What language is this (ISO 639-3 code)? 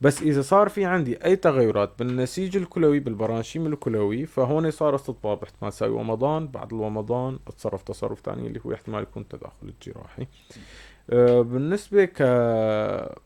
apc